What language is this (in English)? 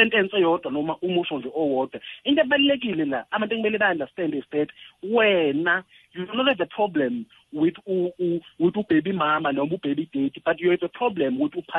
South Ndebele